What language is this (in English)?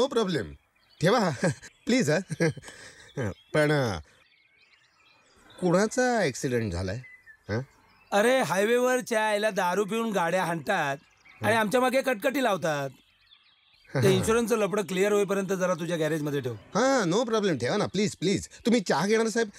Marathi